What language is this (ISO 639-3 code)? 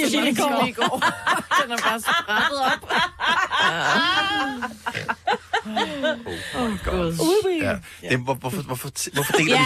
dan